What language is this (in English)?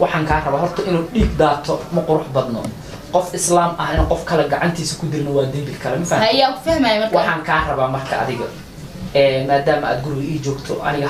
Somali